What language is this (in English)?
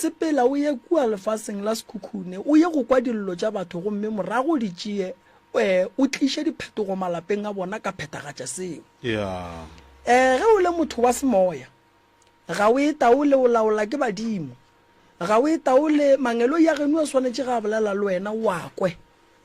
Northern Sotho